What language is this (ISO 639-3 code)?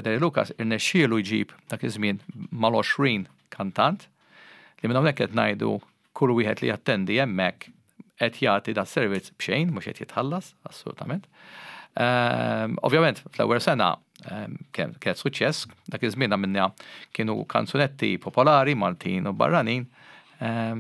mlt